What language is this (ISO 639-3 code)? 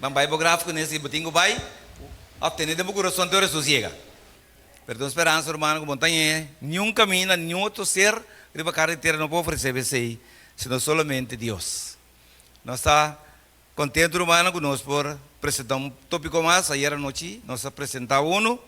pap